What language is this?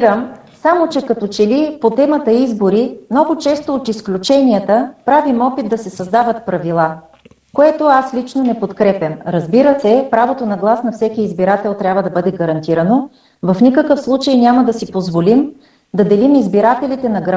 Bulgarian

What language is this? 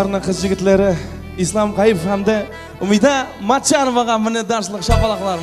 Kara-Kalpak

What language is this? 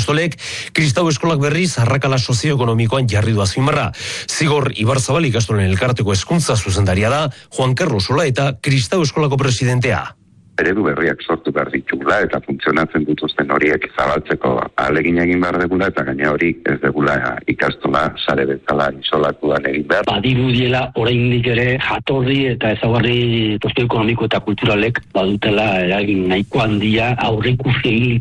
Basque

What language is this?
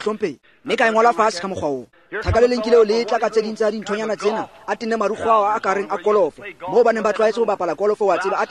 Tswana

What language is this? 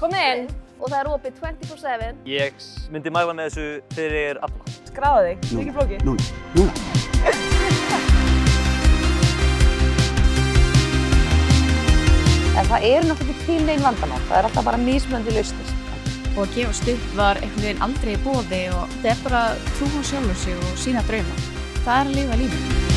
Icelandic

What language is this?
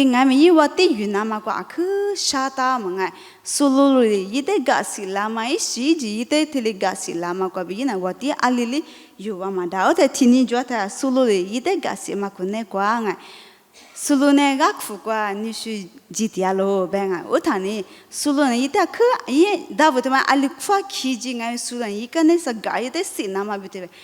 Lisu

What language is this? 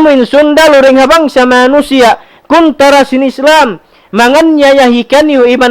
Tausug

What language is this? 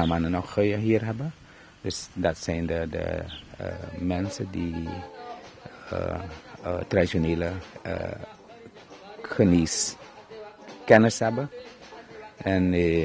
Dutch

